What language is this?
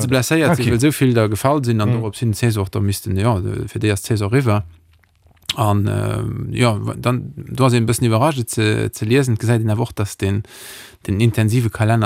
Luxembourgish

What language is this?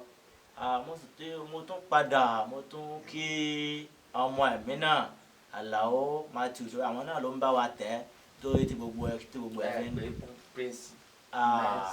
Yoruba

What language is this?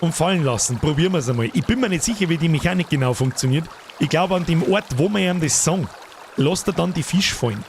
Bavarian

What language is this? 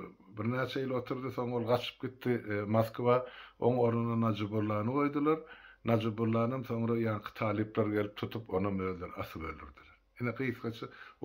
Turkmen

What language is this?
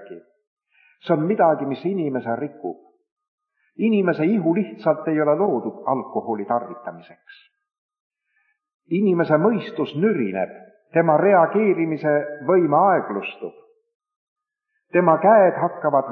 Estonian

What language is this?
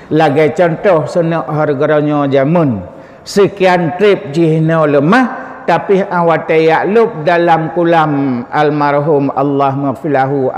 Achinese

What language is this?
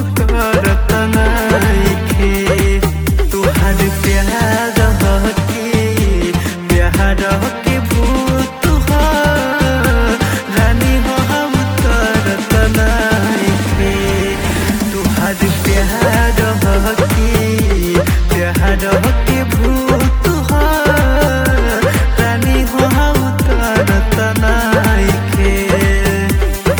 Bhojpuri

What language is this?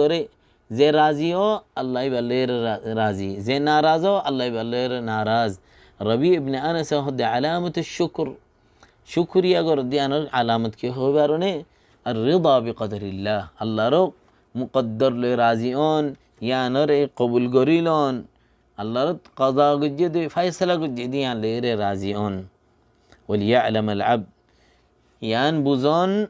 Rohingya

